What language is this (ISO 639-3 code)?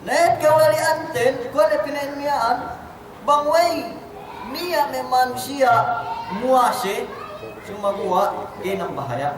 yka